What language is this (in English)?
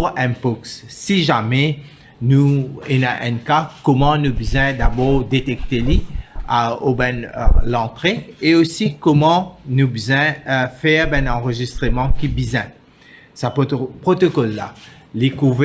Morisyen